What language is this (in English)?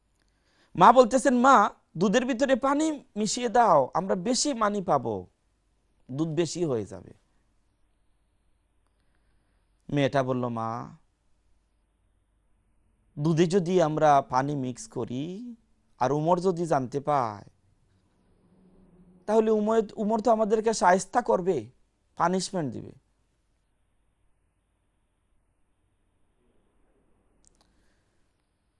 Bangla